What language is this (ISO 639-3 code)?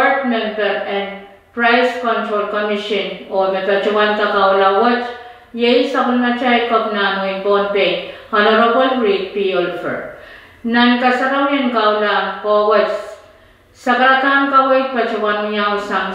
pon